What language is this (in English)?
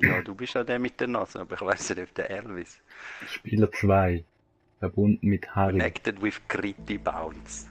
Swiss German